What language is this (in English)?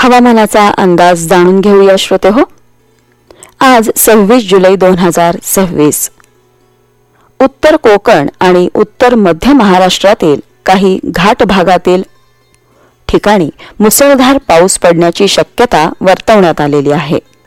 Marathi